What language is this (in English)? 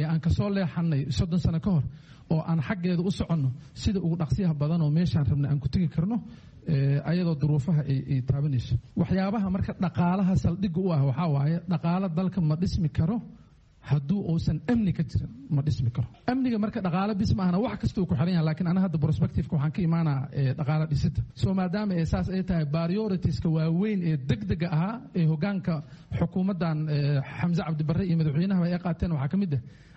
Somali